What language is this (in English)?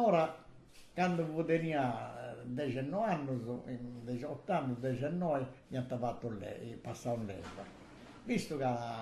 Sardinian